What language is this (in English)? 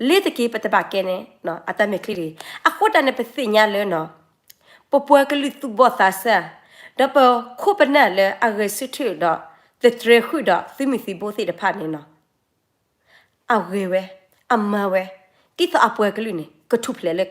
S'gaw Karen